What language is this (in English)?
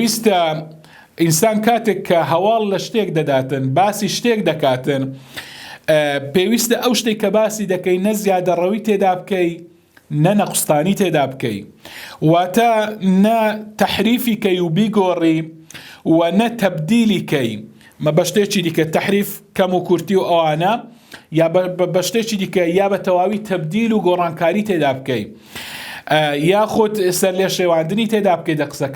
Central Kurdish